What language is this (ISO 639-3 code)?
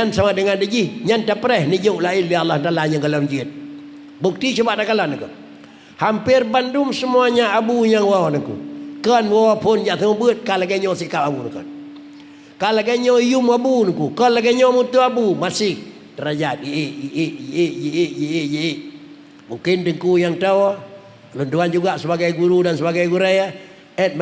ace